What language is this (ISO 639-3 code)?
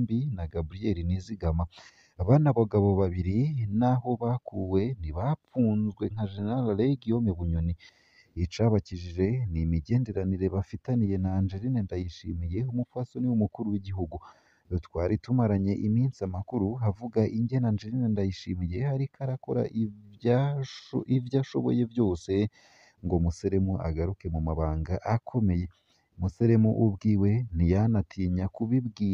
run